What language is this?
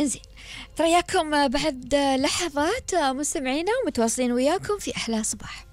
Gulf Arabic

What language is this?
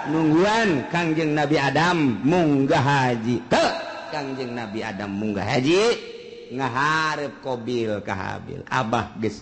Sundanese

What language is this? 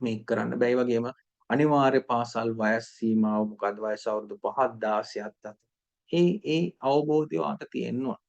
Sinhala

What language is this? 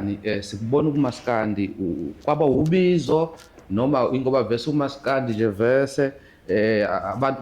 Zulu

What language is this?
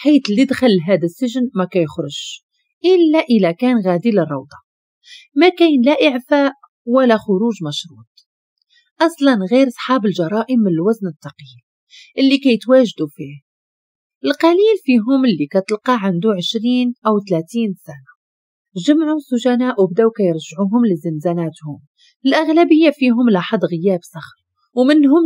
Moroccan Arabic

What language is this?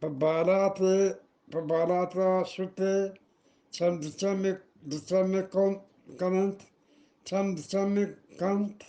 Eastern Balochi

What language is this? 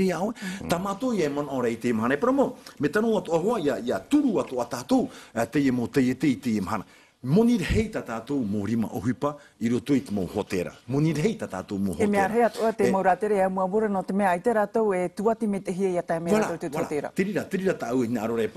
Tahitian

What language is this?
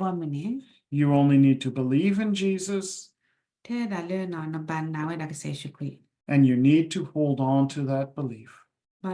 S'gaw Karen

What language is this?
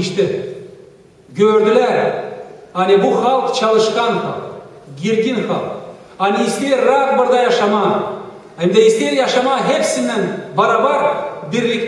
Gagauz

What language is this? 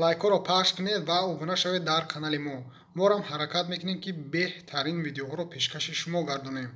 Tajik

